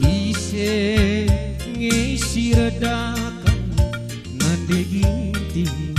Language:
Batak Karo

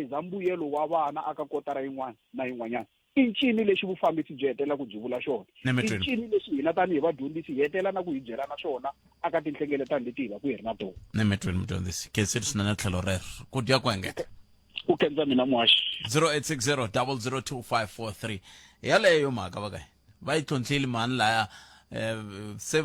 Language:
Tsonga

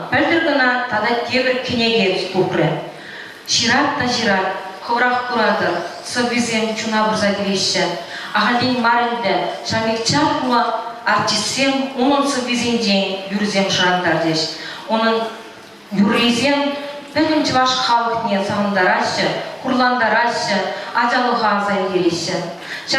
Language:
Chuvash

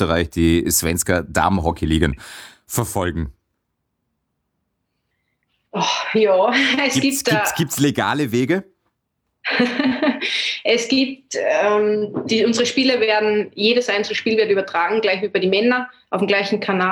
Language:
German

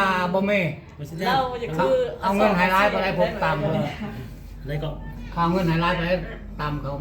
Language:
Lao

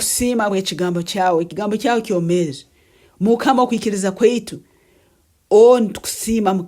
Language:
Nyankole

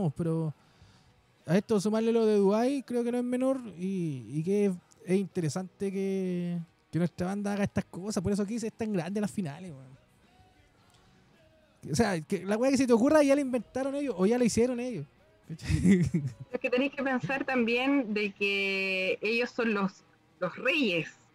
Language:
Spanish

